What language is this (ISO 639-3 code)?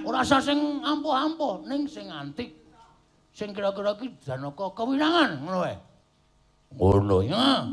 jav